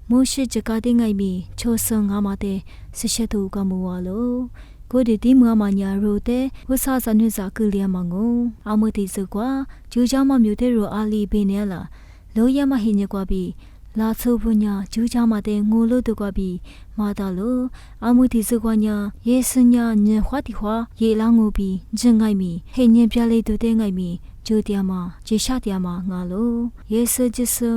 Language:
Lisu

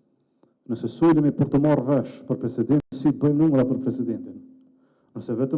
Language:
Albanian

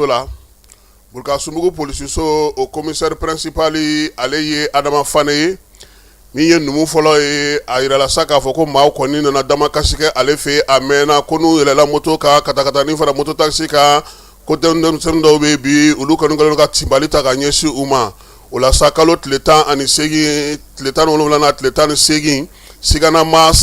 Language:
Bambara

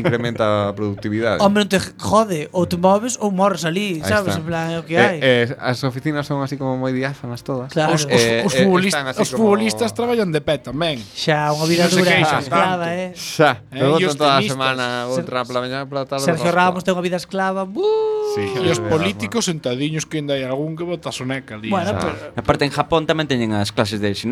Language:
Galician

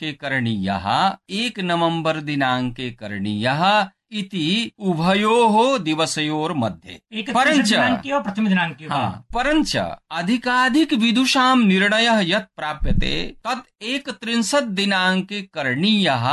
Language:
Sanskrit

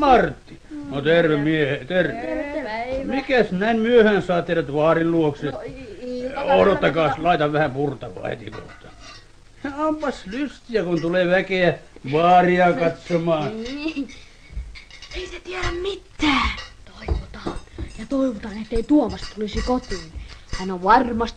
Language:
Finnish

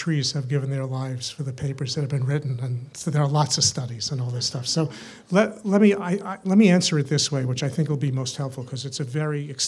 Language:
English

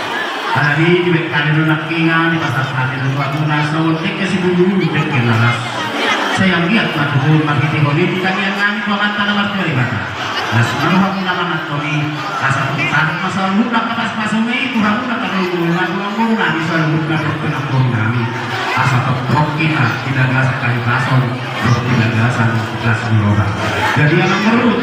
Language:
Batak Toba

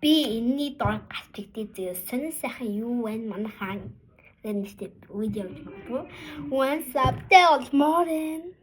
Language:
Mongolian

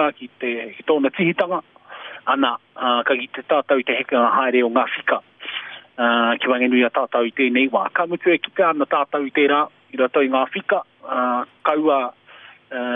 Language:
Māori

